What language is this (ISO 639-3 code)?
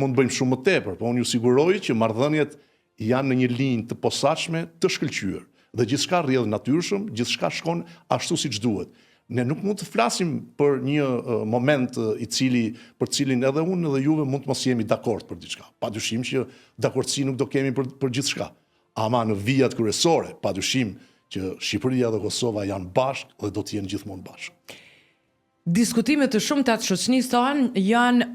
sqi